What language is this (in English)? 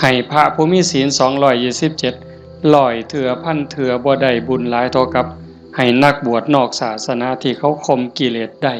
Northeastern Thai